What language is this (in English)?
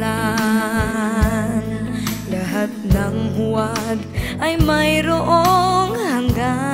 Filipino